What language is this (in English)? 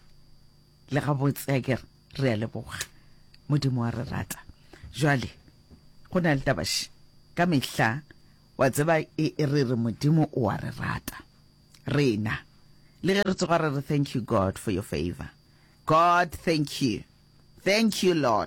Northern Sotho